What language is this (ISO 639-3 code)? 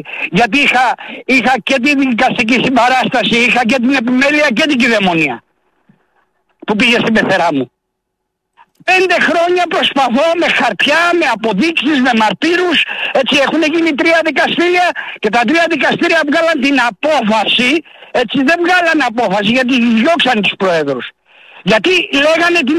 ell